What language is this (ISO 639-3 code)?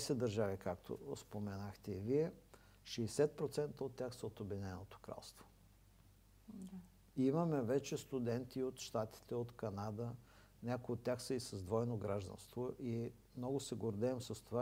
bul